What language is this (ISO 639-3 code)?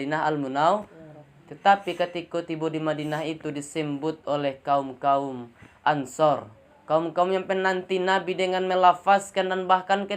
min